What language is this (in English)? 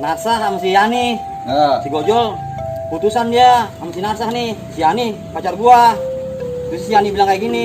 Betawi